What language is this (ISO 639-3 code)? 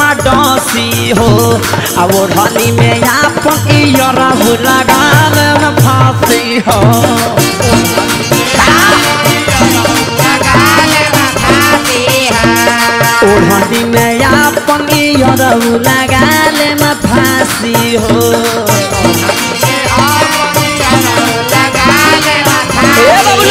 bho